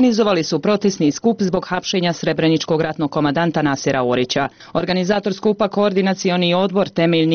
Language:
Bosnian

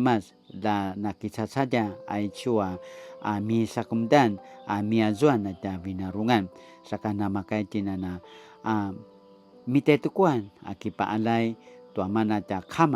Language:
Paiwan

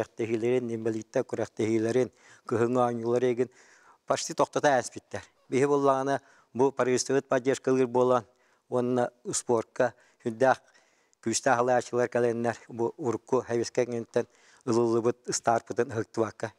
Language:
Yakut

